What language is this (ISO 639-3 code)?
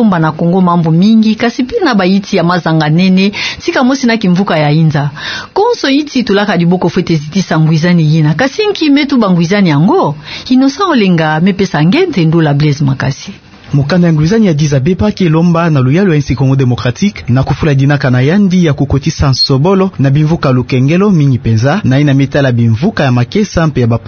ktu